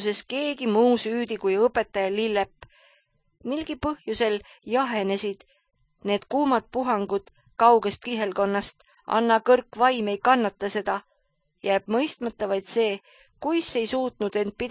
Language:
Estonian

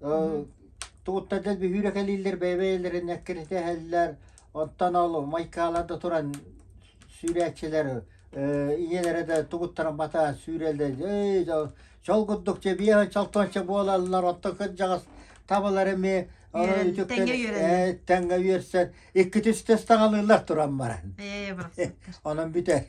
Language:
Yakut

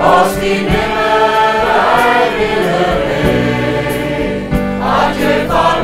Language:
Western Frisian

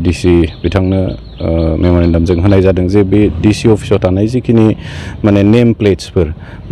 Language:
Bodo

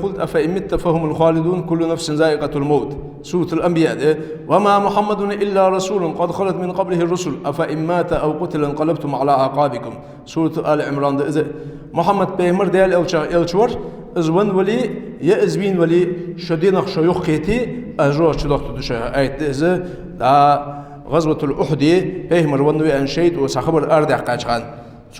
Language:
Ingush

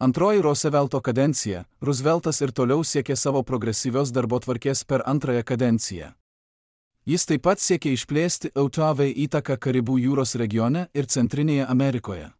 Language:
Lithuanian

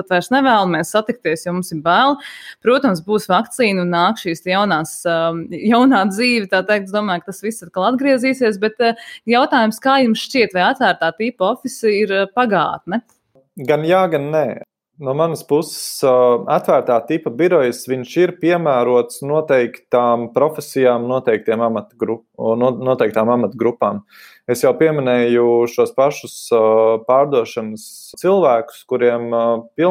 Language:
Latvian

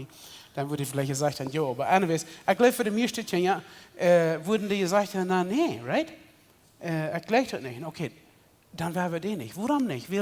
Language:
Plautdietsch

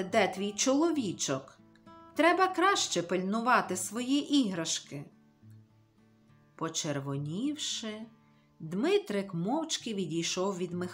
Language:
Ukrainian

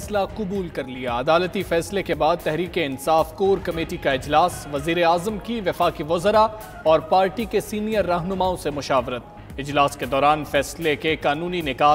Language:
Urdu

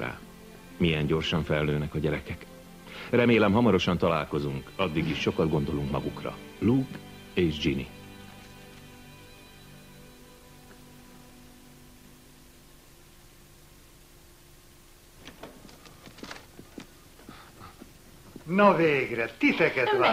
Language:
Hungarian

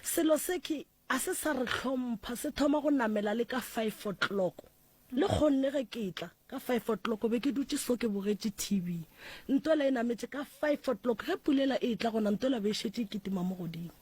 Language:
Northern Sotho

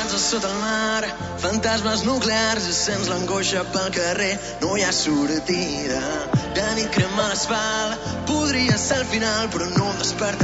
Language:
Catalan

